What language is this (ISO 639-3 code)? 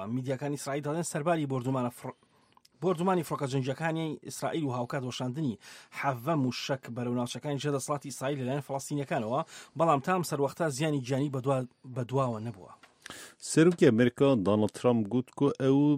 ckb